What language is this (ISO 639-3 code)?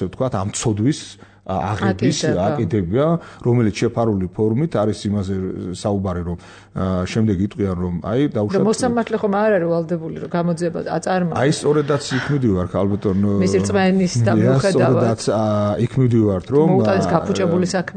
kat